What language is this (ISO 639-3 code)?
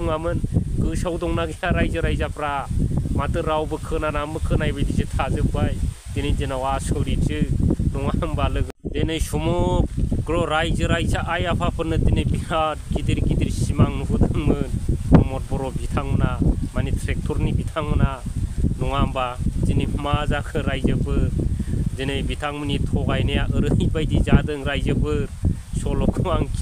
brx